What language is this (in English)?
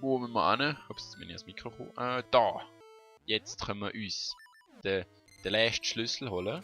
Swiss German